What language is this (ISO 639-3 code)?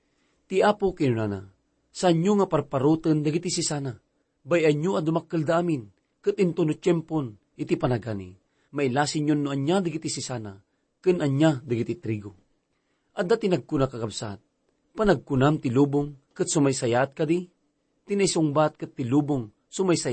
ilo